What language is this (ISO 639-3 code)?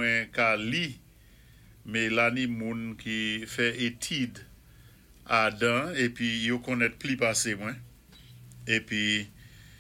acf